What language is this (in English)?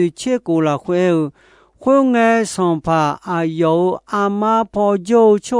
Akha